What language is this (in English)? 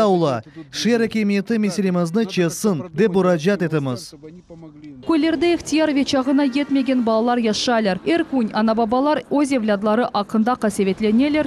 Crimean Tatar